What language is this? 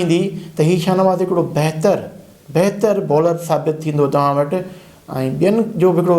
Sindhi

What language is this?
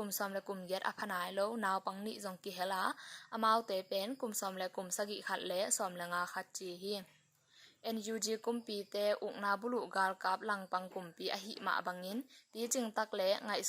Tedim Chin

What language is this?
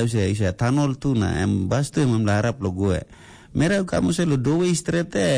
Tok Pisin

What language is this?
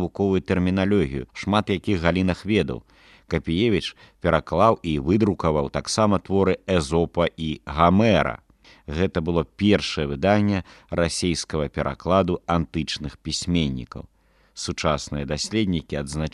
Belarusian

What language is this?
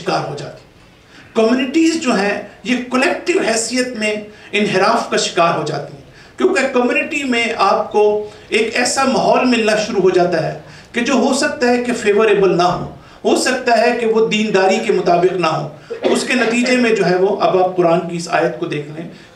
Urdu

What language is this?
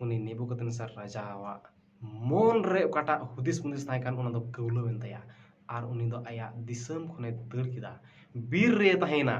Santali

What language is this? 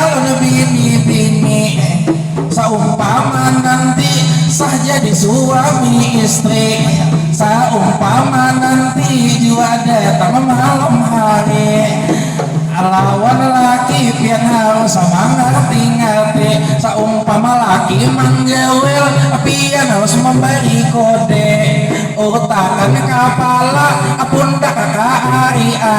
Banjar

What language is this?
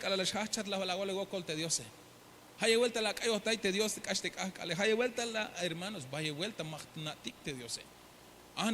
Tzeltal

